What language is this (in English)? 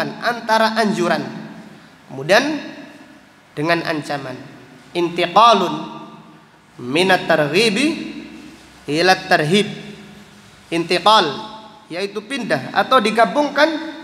Indonesian